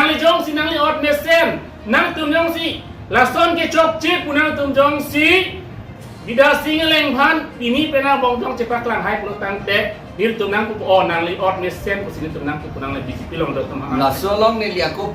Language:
Karbi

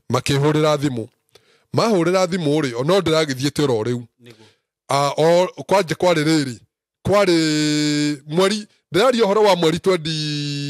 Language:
Kikuyu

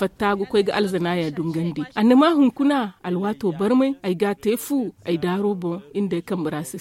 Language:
Zarma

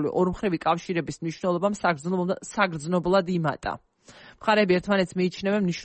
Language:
Georgian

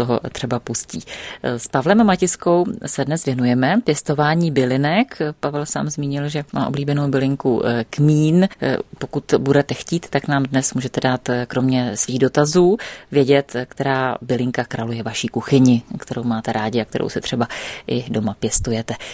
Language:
Czech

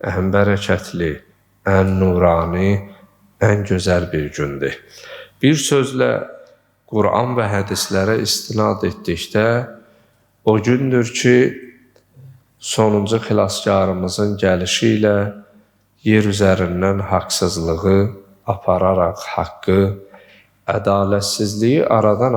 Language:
Azerbaijani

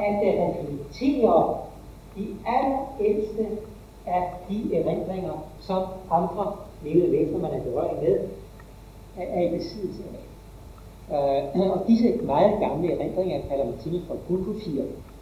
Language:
Danish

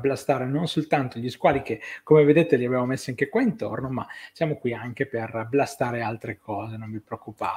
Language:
Italian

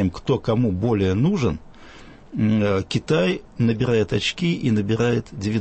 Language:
Russian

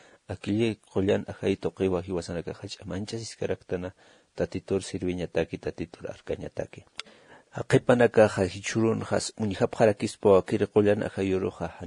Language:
Aymara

